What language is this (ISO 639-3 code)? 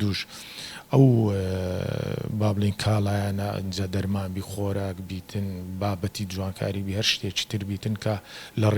ckb